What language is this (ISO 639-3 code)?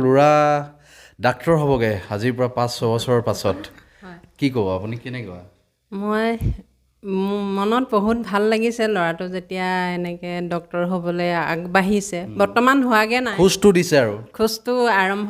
asm